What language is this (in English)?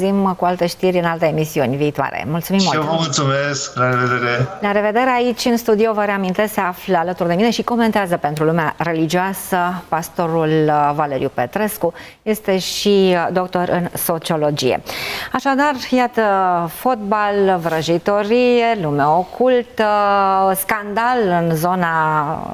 Romanian